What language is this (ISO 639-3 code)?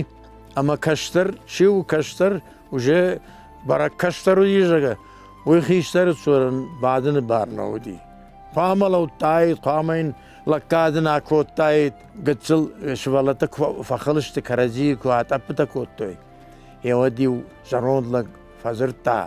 oss